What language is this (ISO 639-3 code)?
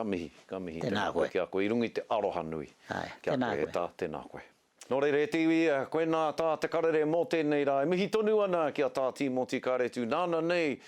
mri